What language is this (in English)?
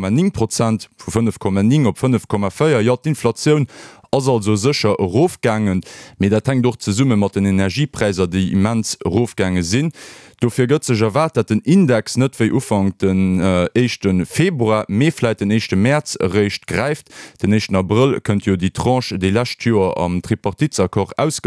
Luxembourgish